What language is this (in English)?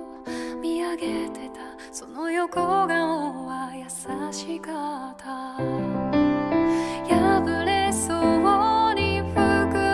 Japanese